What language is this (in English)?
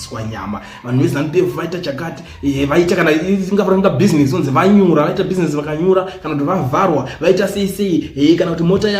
Shona